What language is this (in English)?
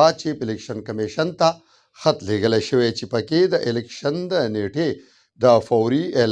Pashto